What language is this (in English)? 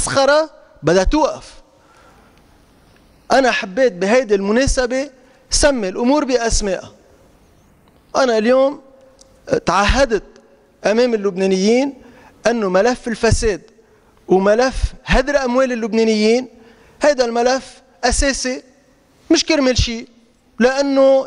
North Levantine Arabic